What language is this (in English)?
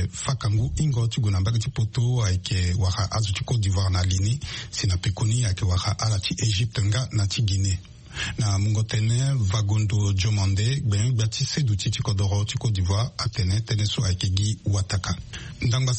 Sango